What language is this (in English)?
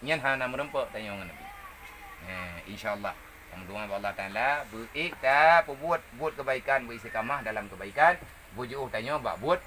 Achinese